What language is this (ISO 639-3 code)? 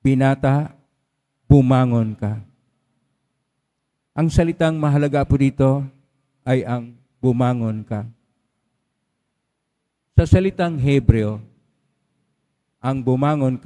fil